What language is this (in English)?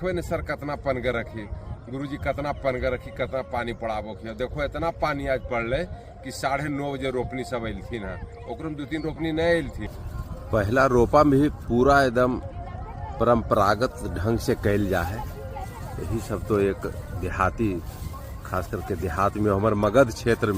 Magahi